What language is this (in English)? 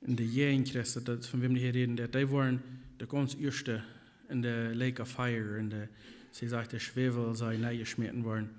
Plautdietsch